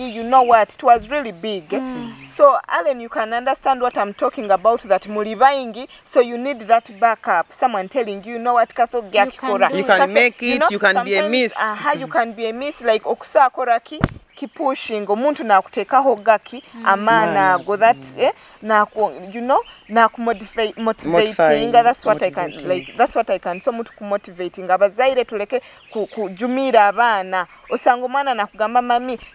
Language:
Nyoro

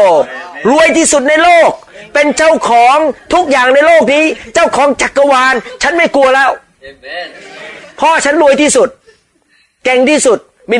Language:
Thai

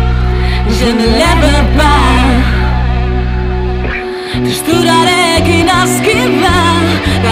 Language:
Basque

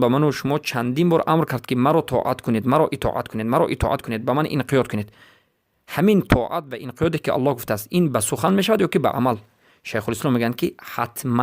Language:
Persian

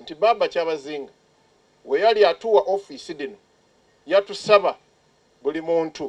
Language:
Soga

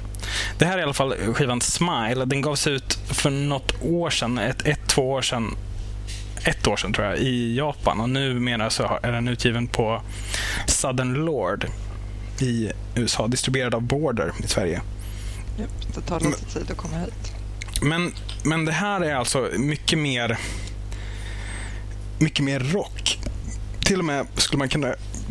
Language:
Swedish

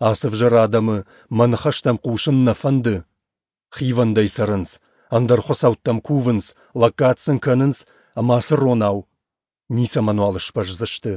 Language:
Ossetic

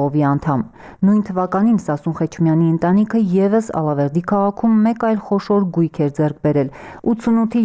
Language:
Armenian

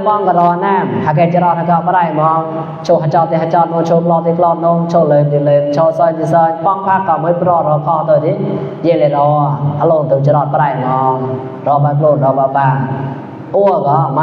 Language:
Mon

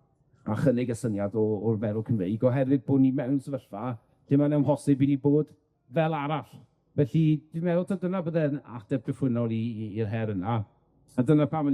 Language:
Welsh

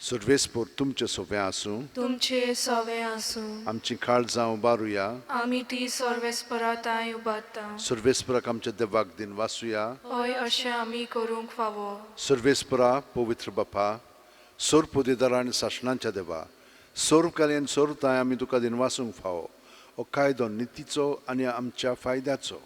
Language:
Konkani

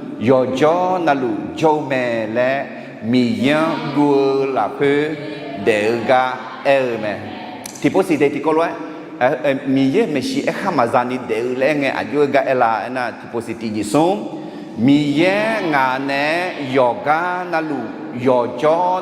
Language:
Akha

